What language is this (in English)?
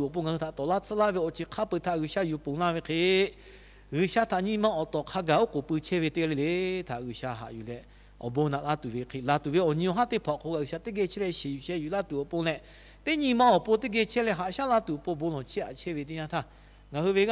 Lahu